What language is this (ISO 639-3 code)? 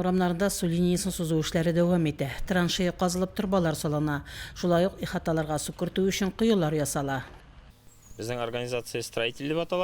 tat